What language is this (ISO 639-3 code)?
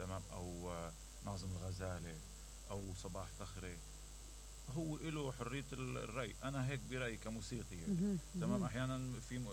acm